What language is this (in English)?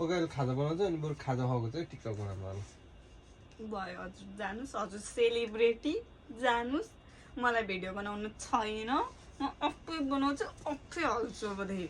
Nepali